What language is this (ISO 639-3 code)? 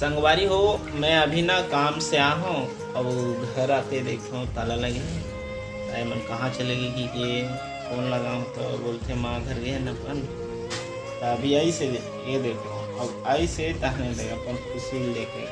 hne